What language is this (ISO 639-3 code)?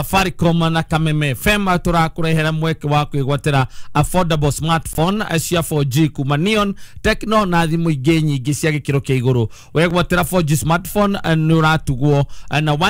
kik